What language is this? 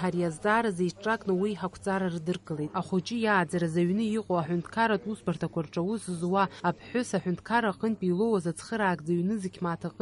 Abkhazian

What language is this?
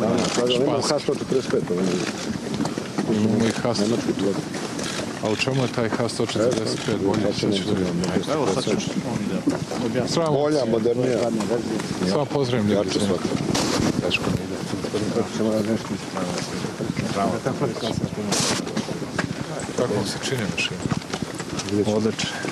Serbian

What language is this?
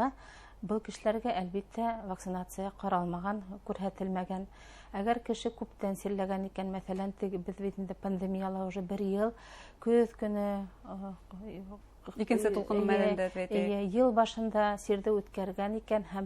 Bashkir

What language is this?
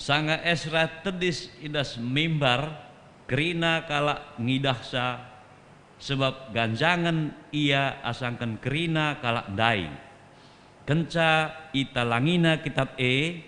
Batak Karo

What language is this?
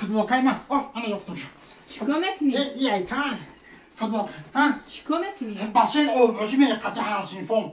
Tajik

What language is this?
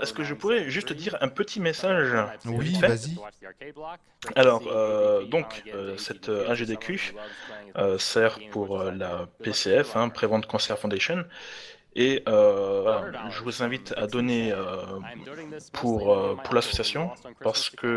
French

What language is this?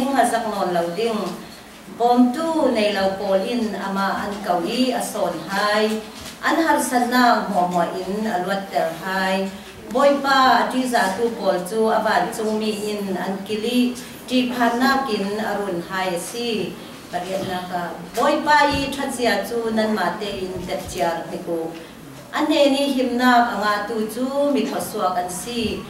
Falam Chin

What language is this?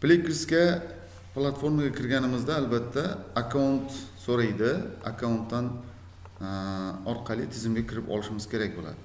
Uzbek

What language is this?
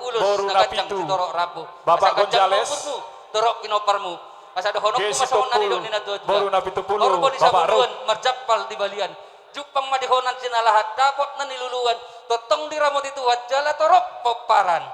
Batak Toba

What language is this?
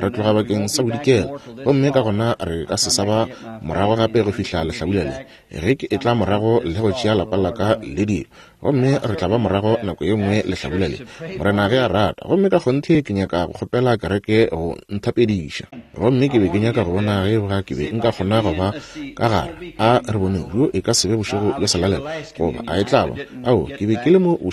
Northern Sotho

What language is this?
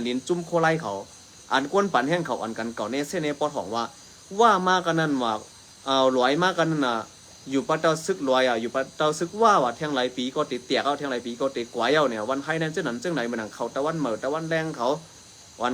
Shan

